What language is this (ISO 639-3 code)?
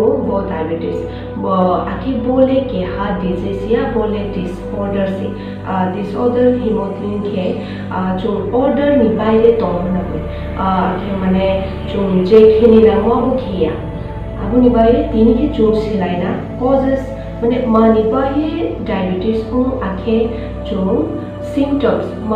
trp